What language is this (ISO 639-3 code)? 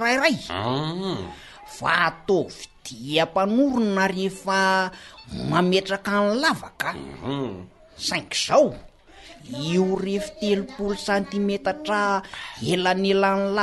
mlg